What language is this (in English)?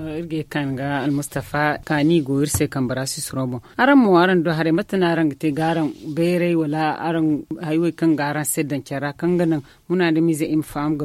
Zarma